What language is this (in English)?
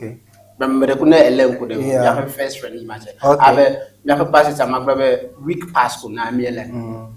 Ewe